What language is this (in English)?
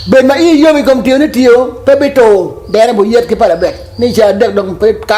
Acoli